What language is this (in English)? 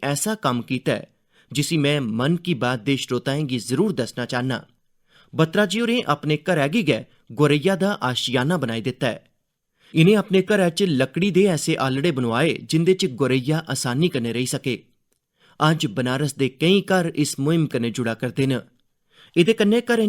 Dogri